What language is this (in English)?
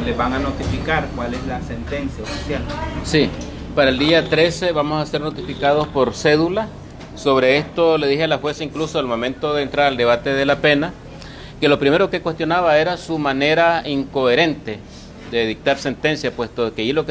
Spanish